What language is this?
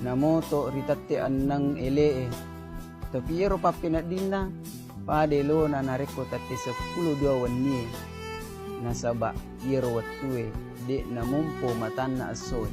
Buginese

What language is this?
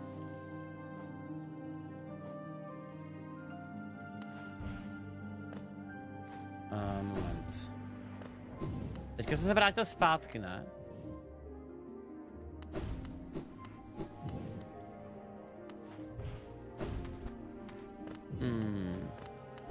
Czech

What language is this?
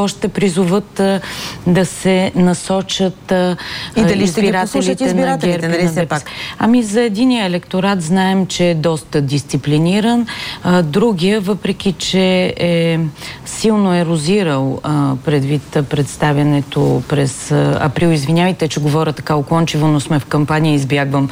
Bulgarian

